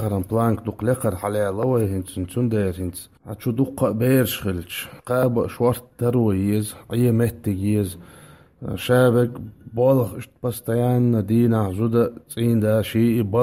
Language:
Chechen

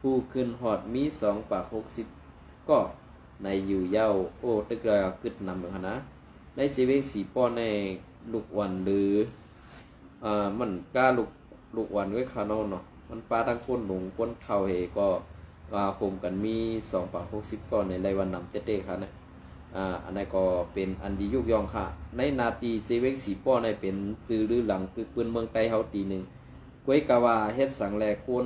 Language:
Shan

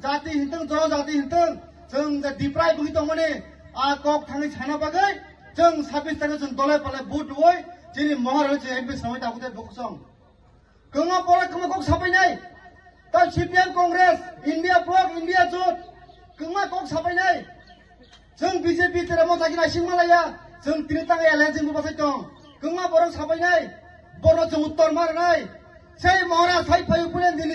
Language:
Kok Borok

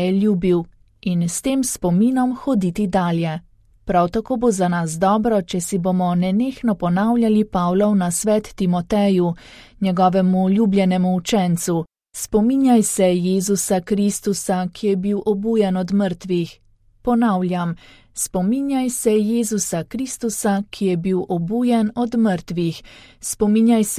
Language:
Slovenian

